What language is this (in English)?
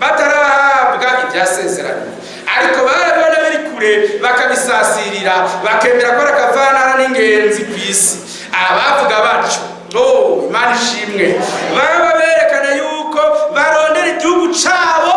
Rundi